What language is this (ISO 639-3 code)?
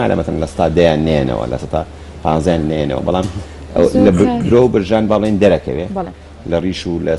ckb